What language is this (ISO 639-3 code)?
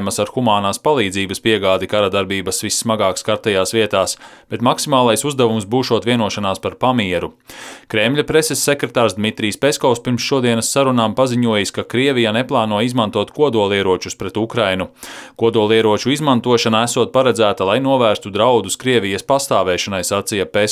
lav